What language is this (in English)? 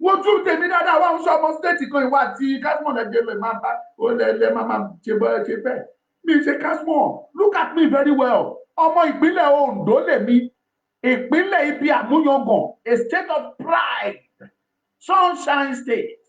Yoruba